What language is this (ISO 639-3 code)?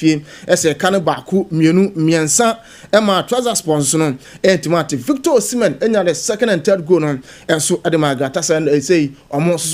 aka